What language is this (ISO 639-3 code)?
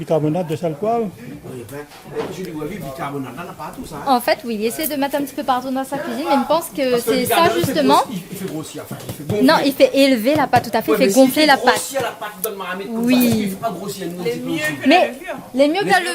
rcf